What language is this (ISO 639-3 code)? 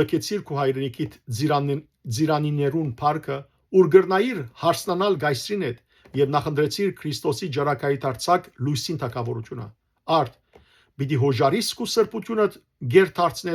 hyw